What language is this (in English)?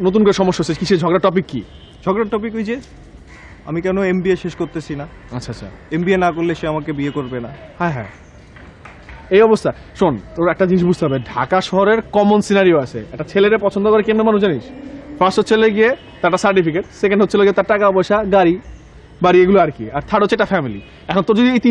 Bangla